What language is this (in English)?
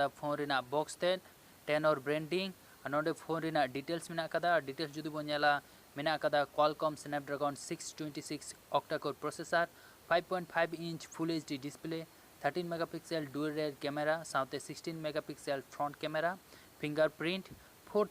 Santali